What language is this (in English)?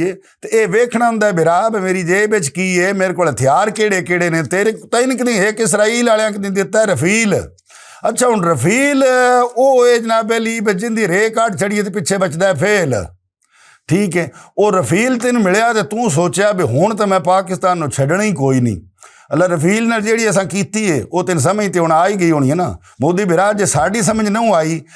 Western Panjabi